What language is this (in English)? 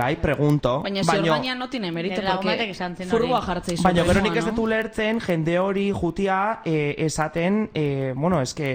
Basque